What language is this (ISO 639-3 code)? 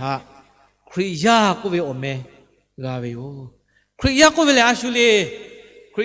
lhu